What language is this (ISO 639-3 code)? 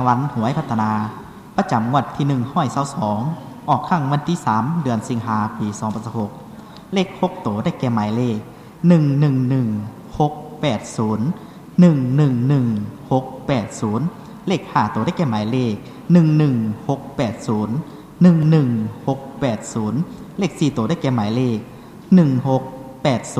lao